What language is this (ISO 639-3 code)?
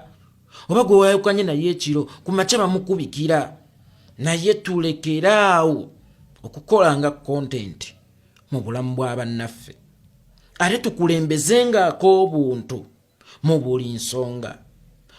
lug